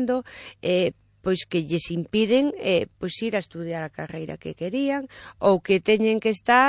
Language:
Galician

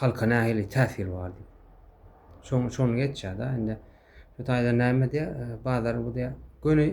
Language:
Turkmen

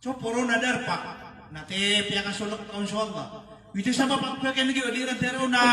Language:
Maranao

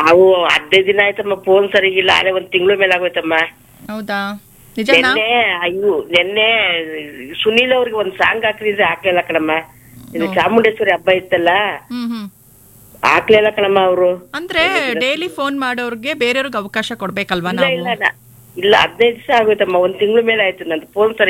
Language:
Kannada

